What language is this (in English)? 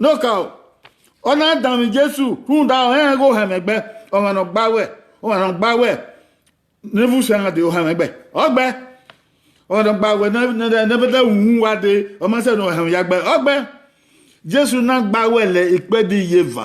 Bini